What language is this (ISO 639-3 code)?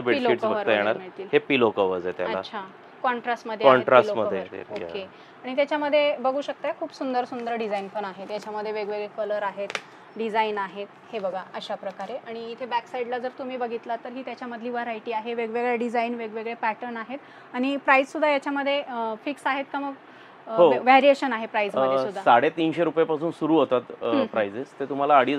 mar